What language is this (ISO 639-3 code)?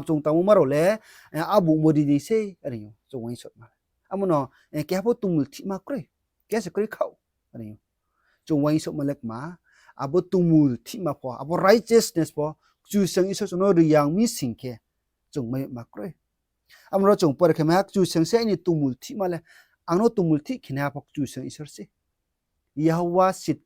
ria